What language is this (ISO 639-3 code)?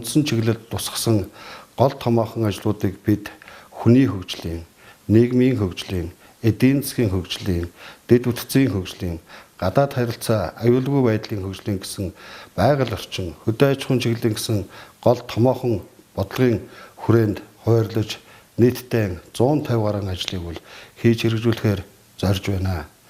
mon